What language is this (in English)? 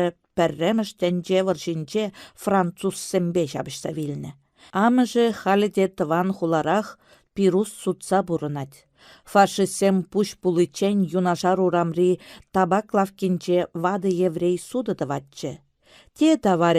Chuvash